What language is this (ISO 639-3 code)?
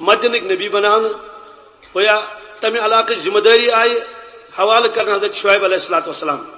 kas